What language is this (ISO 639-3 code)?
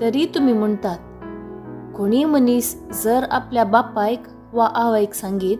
kok